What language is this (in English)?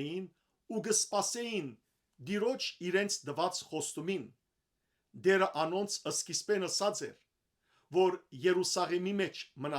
Western Armenian